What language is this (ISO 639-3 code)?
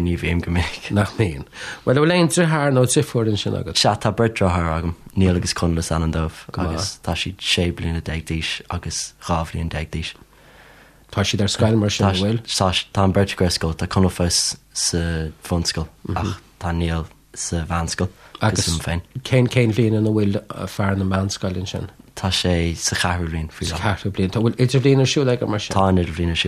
gle